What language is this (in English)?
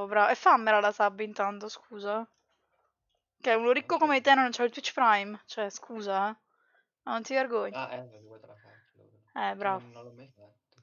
Italian